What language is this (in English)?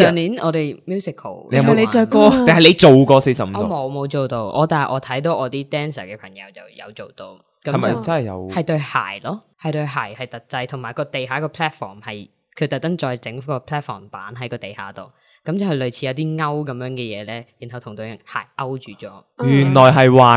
Cantonese